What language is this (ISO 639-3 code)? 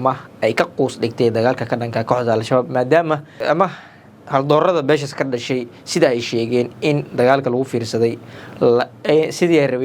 som